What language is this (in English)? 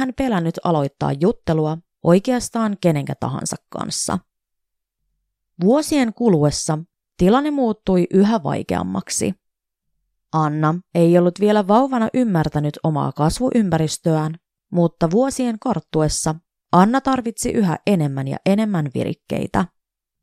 Finnish